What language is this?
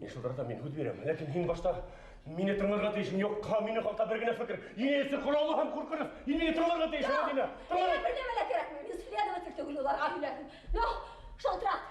Bashkir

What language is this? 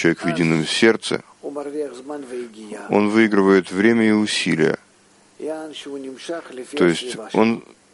Russian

